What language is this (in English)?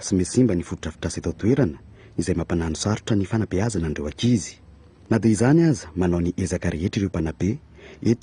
Malagasy